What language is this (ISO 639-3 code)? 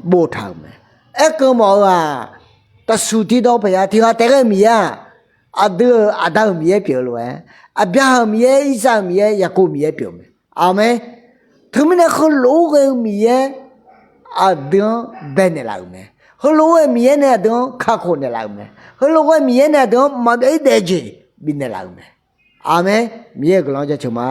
ahk